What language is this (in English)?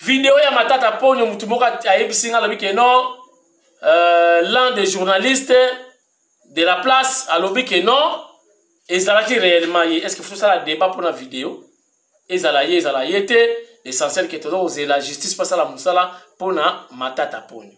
Lingala